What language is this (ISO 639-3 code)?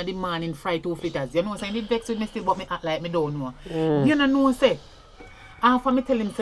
jam